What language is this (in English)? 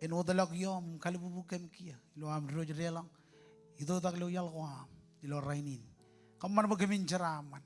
Marshallese